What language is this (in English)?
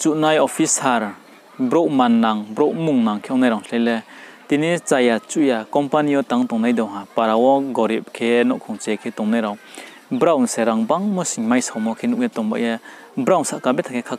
Riang (India)